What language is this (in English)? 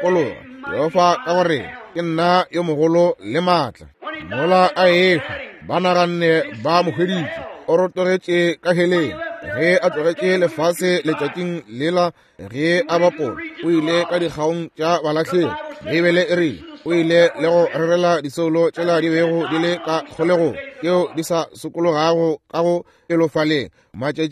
Northern Sotho